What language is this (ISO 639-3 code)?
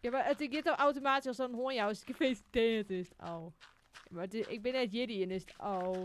fry